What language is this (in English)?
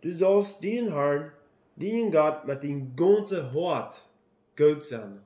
Plautdietsch